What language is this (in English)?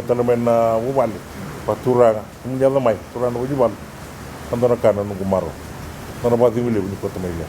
Fijian